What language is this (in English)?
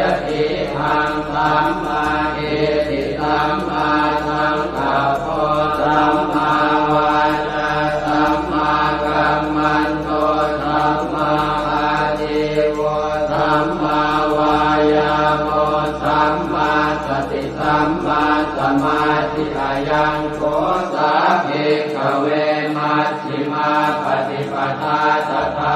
Pali